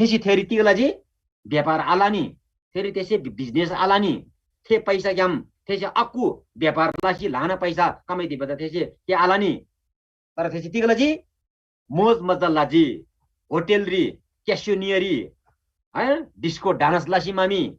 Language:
Eastern Tamang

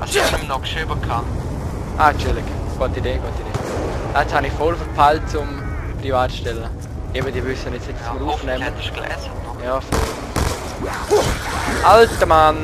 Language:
Swiss German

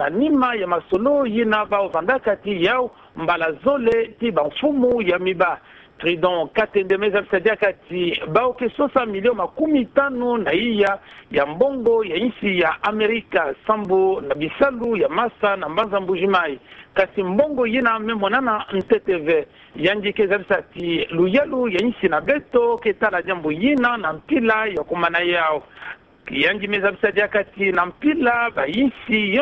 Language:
Kituba (Democratic Republic of Congo)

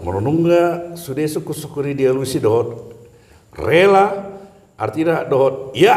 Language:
Batak Toba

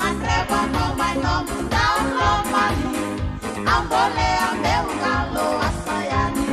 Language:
Fijian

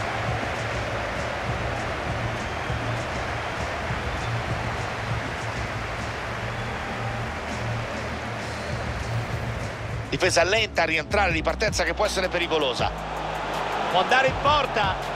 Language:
Italian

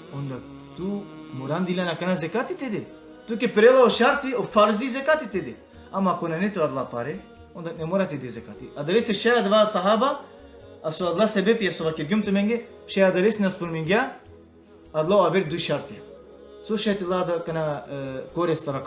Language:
Balkan Romani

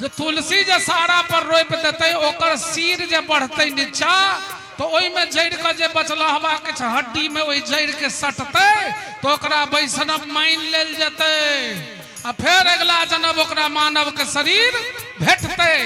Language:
Maithili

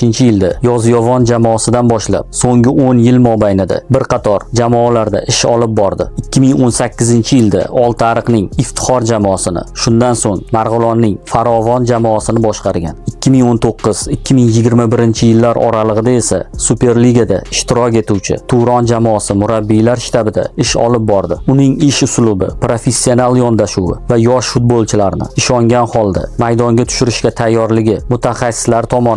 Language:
Uzbek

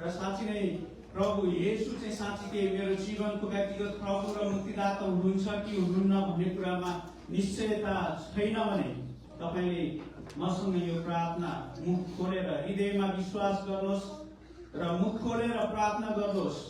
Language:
Nepali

